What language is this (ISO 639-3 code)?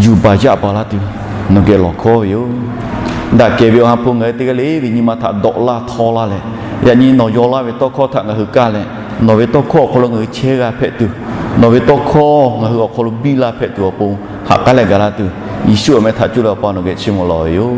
lhu